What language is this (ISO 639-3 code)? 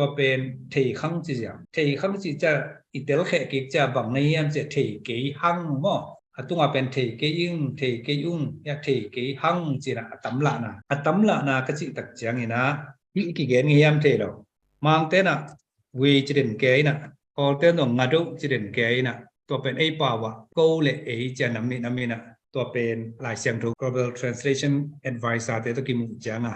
ctd